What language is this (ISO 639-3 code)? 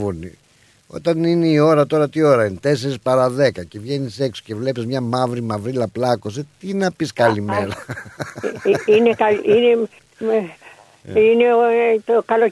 ell